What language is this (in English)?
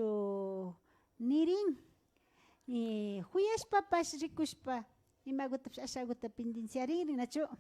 Imbabura Highland Quichua